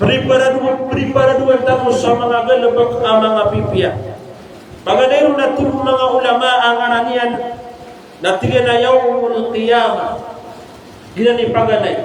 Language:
Maranao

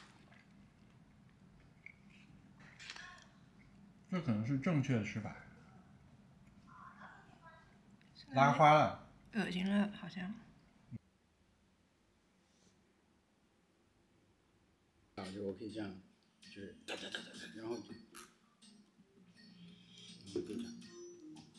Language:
Chinese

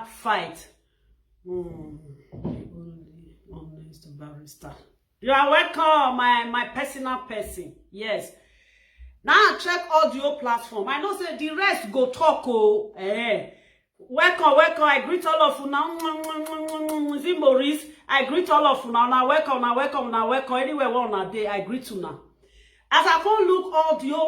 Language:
Nigerian Pidgin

